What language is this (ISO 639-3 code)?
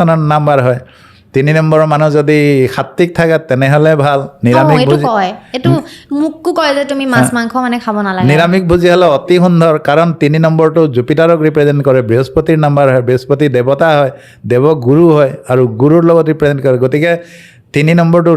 asm